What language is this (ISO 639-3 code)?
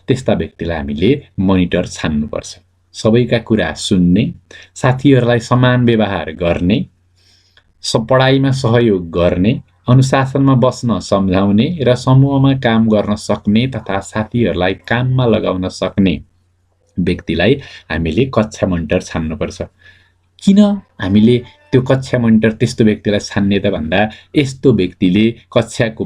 nep